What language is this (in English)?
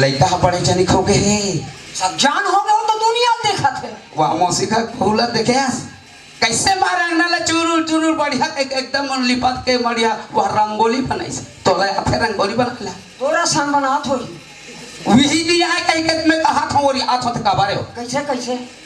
Chhattisgarhi